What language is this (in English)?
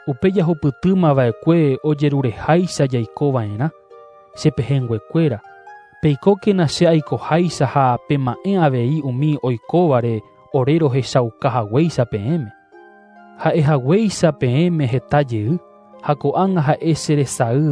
Guarani